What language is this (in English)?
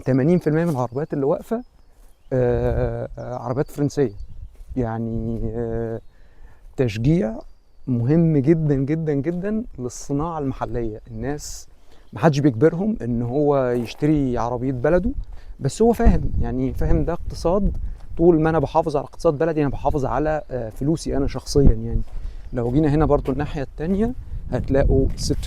Egyptian Arabic